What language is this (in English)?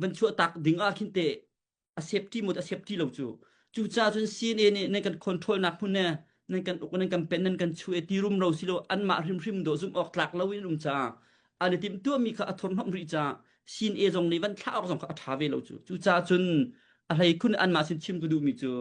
Hakha Chin